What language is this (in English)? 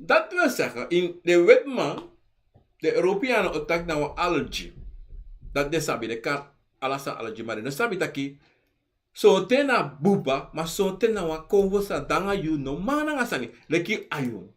Sranan Tongo